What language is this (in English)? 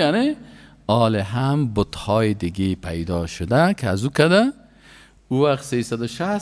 Persian